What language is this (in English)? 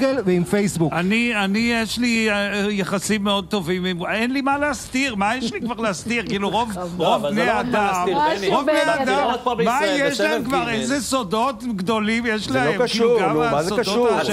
Hebrew